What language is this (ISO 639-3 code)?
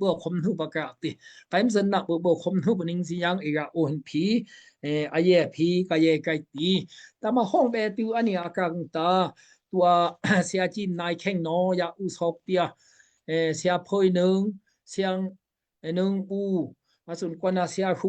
dao